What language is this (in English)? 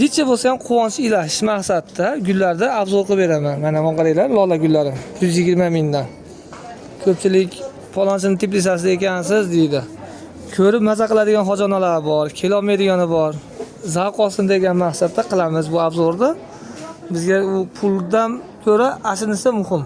Uzbek